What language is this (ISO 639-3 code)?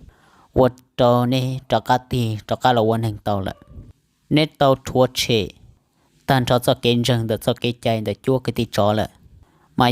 hmn